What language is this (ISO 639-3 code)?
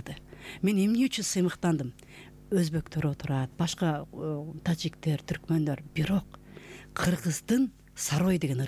kir